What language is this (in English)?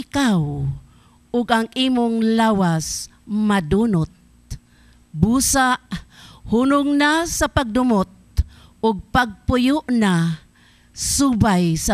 Cebuano